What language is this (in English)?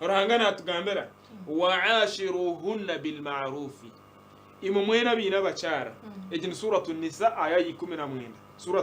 Nyankole